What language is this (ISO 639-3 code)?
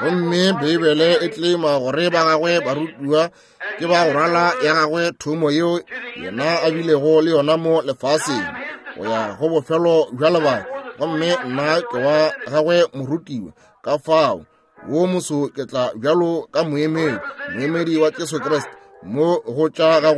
nso